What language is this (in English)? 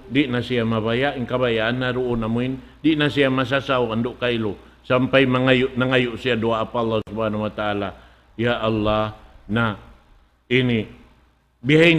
Tausug